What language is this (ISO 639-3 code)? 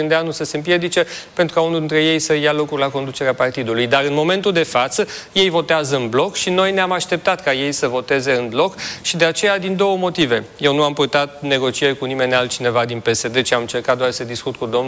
ron